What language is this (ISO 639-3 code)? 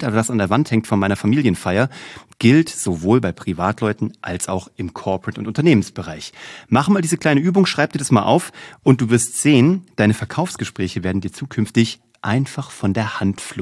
deu